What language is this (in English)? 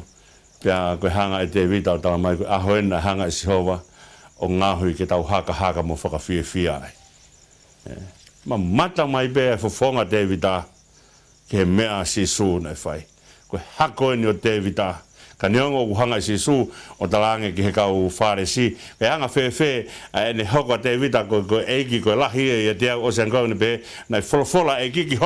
Tongan